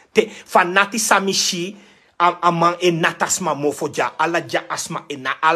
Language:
Sranan Tongo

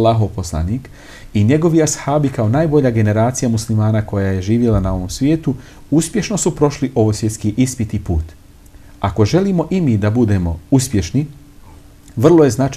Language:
Bosnian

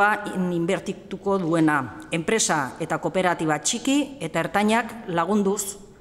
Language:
Basque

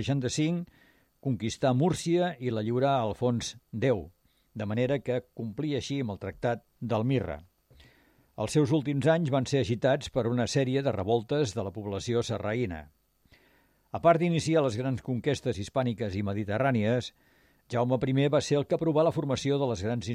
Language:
Catalan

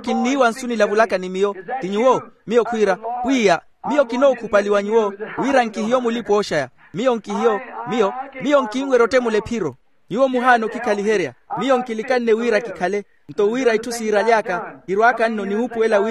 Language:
Makhuwa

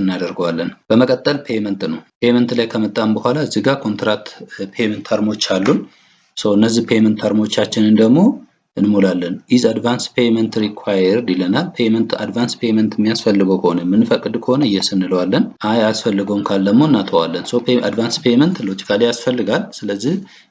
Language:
Amharic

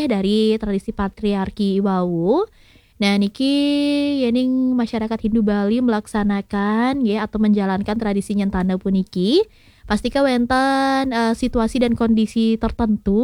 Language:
Balinese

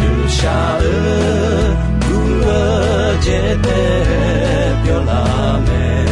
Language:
Akha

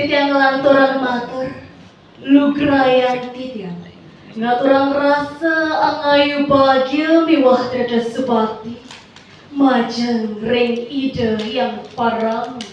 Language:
Balinese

